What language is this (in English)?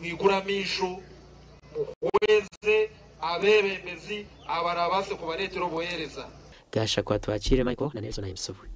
Nyankole